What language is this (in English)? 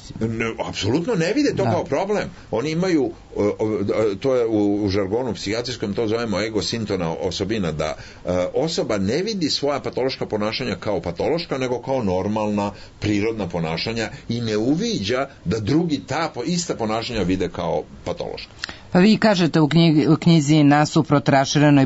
Serbian